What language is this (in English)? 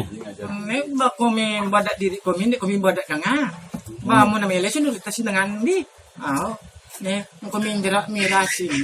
Sasak